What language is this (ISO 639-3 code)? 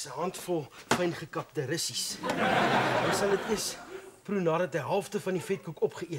afr